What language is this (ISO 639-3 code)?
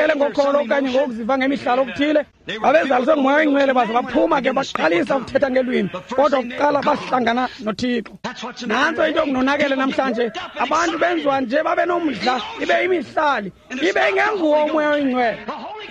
xho